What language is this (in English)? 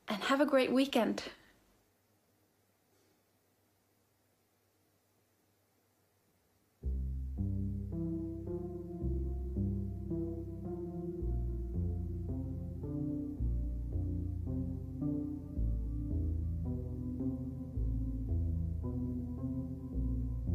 Norwegian